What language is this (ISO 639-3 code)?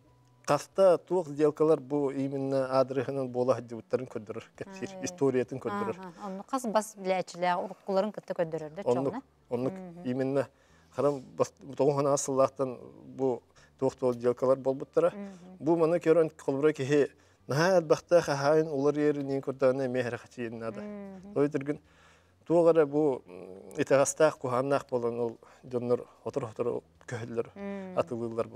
sah